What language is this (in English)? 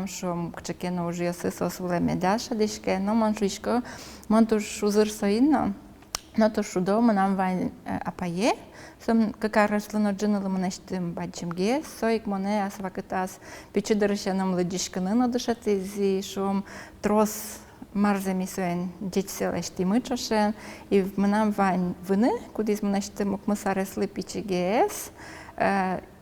Udmurt